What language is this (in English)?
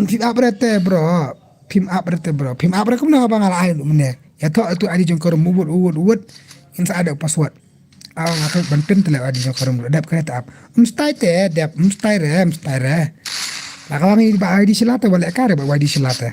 Khasi